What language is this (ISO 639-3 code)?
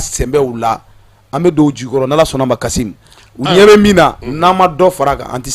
bam